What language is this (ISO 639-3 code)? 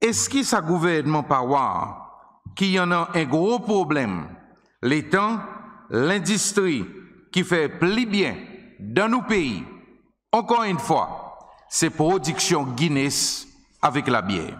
crs